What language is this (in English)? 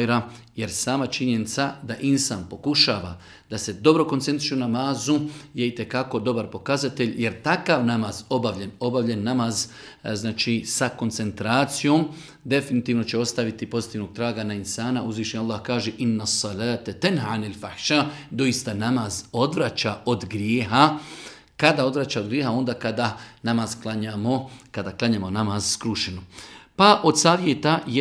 Bosnian